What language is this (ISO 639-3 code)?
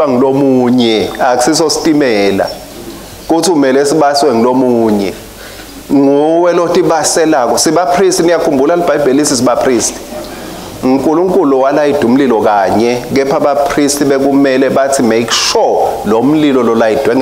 ssw